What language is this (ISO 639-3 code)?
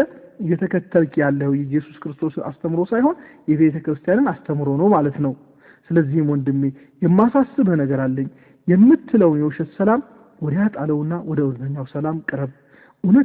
amh